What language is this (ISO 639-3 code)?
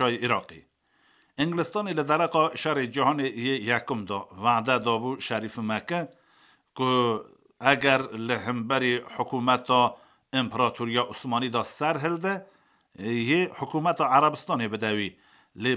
kur